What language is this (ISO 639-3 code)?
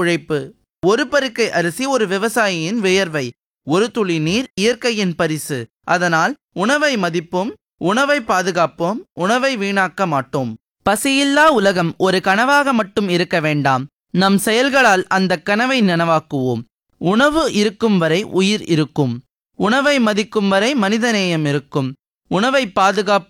tam